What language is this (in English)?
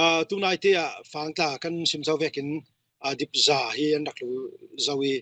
Falam Chin